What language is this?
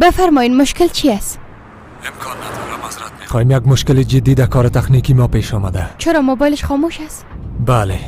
Persian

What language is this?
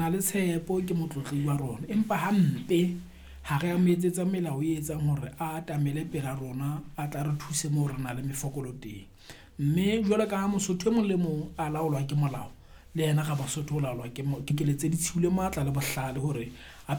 Southern Sotho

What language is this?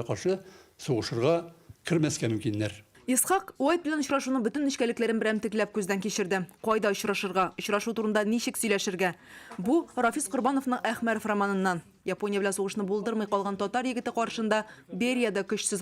Tatar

